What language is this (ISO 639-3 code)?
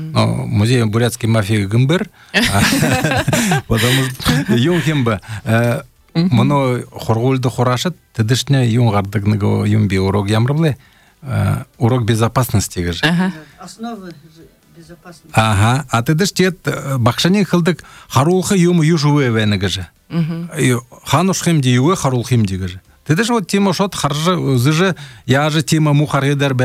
bua